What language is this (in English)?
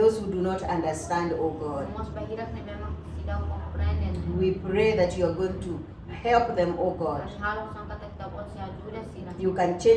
Tetum